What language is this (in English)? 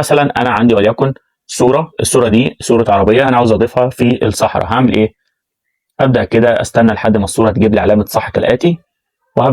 Egyptian Arabic